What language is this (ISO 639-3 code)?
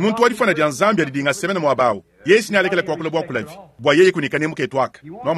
lua